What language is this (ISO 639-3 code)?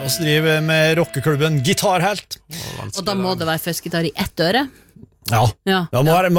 nor